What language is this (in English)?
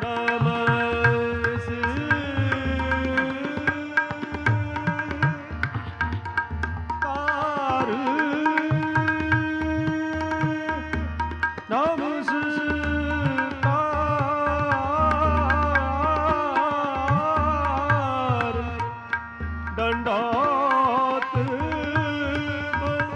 Punjabi